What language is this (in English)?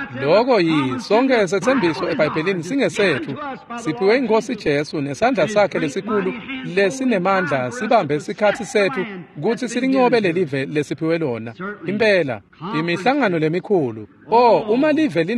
Swati